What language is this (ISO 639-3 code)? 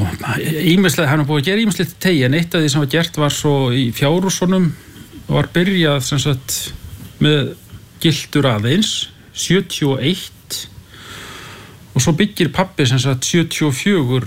isl